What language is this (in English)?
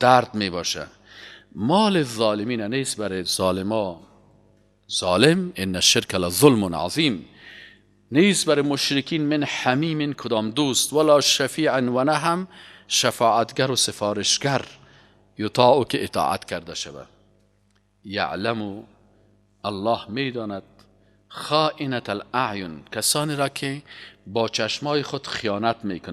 Persian